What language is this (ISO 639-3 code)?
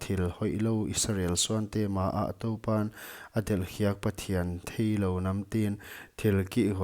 pck